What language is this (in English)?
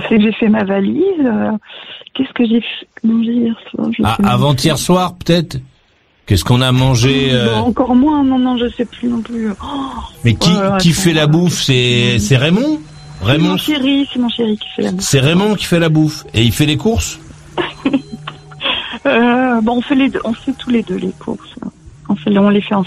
French